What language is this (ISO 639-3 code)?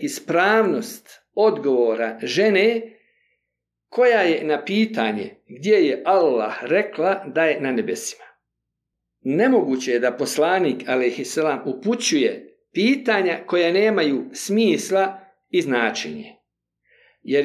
bos